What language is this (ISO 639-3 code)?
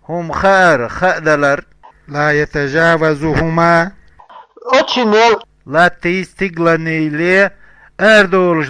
che